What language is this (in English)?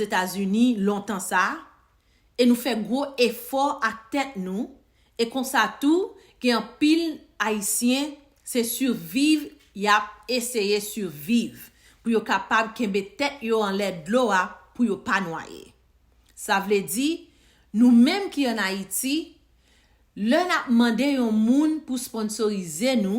Haitian Creole